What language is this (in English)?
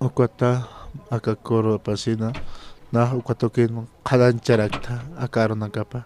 Aymara